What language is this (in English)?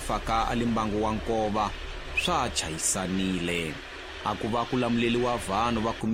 Tsonga